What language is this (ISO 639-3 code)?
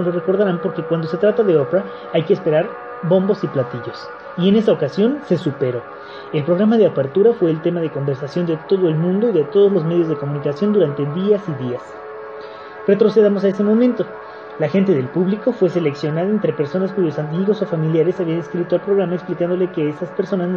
spa